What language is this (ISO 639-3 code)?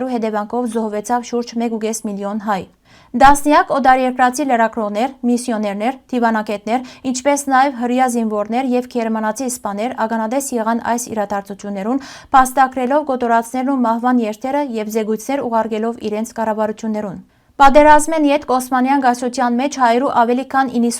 hyw